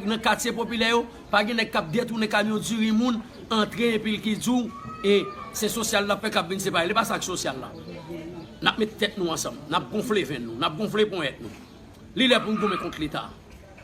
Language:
Haitian Creole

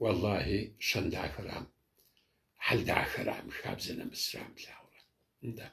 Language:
Kabardian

